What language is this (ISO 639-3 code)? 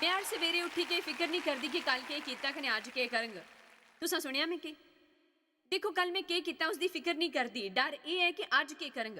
doi